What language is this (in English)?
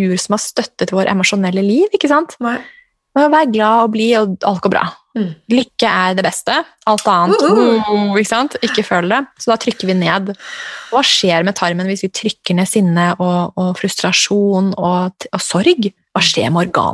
Norwegian